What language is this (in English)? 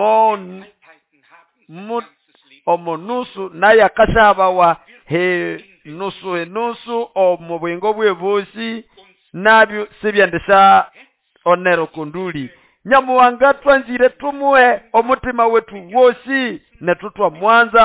Nande